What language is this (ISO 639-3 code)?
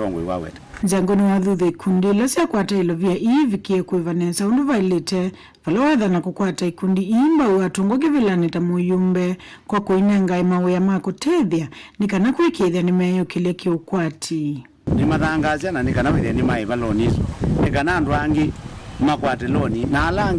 kam